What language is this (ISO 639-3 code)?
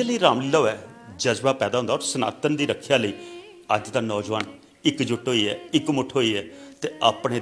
doi